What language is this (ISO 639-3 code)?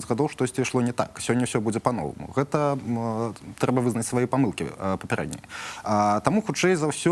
bel